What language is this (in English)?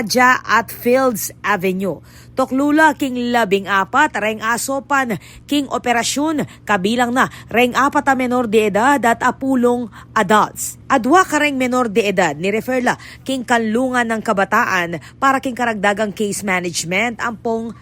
Pampanga